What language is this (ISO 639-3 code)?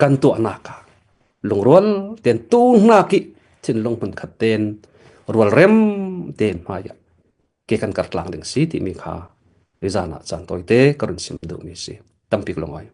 cfm